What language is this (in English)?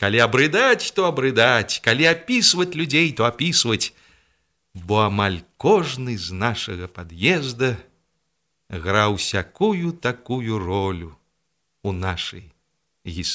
Belarusian